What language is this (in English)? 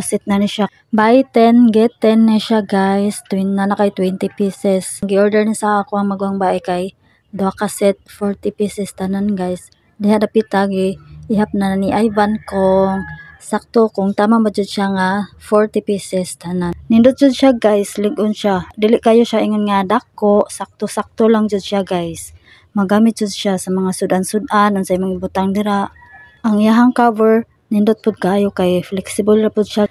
Cebuano